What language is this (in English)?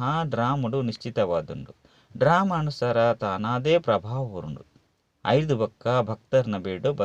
Tulu